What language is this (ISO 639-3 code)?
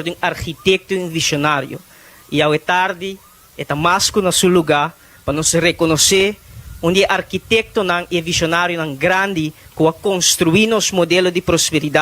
pap